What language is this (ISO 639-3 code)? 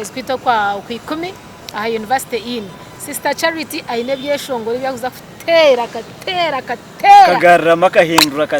nyn